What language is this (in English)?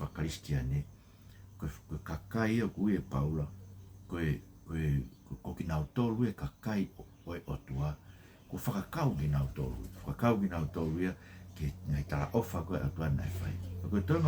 Tongan